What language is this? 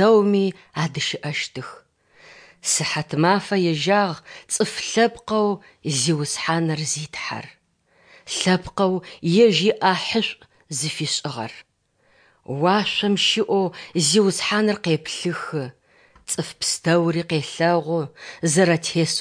Adyghe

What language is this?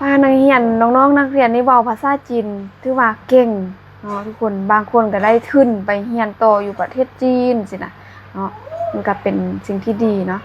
Lao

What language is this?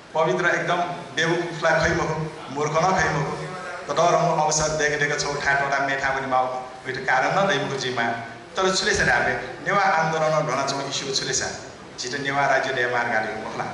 Newari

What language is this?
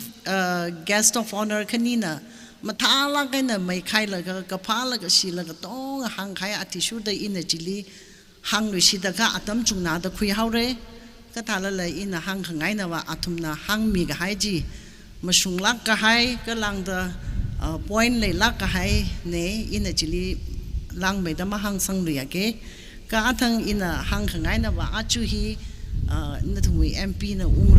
Tangkhul Naga (India)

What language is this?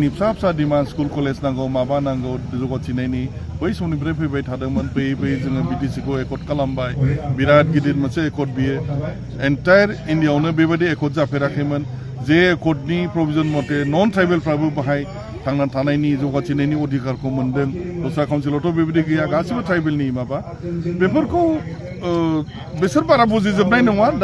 Bodo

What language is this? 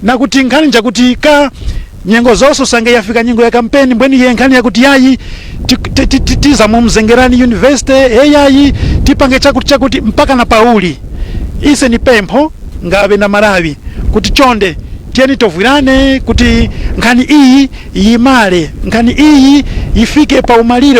Nyanja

